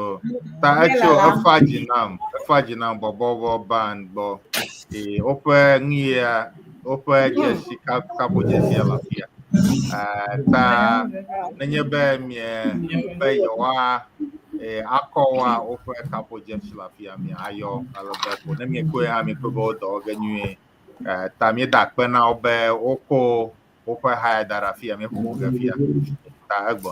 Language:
Ewe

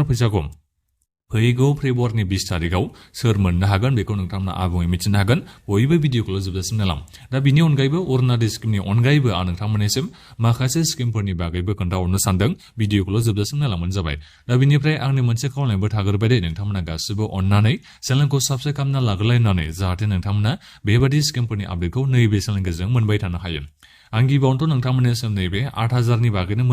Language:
Bodo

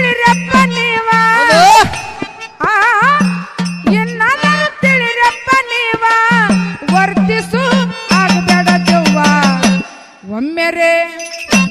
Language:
Kannada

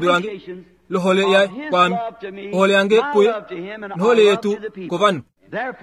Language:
Kuanyama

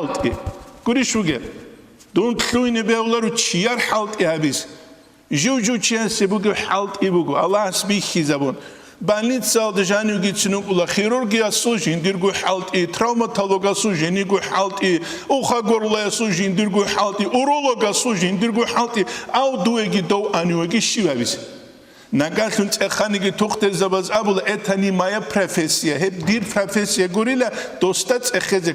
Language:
Avaric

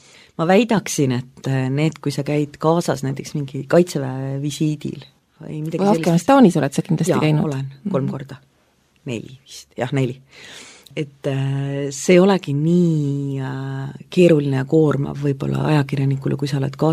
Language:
Estonian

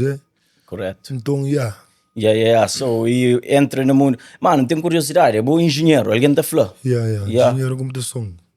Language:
Kabuverdianu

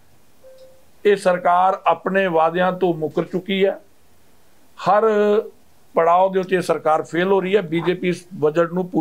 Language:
Punjabi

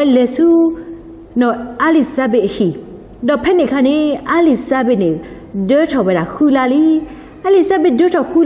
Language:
S'gaw Karen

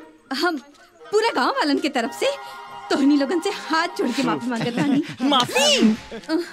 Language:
Bhojpuri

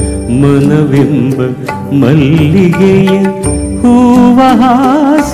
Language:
Kannada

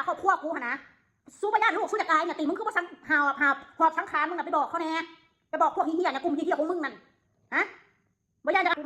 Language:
Northeastern Thai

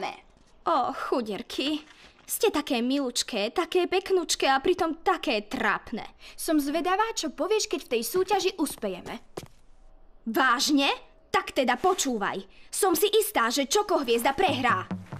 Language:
Slovak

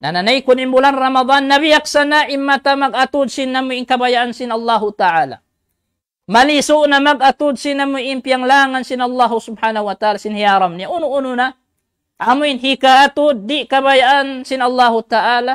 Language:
Tausug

